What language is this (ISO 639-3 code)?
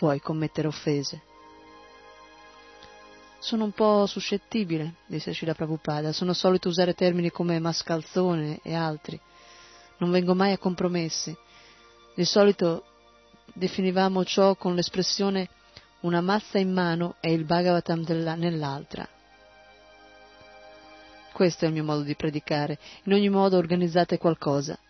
ita